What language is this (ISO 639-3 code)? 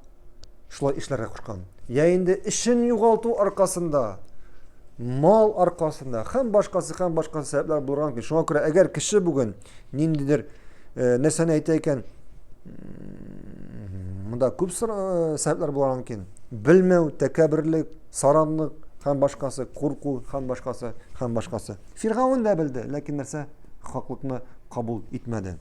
tat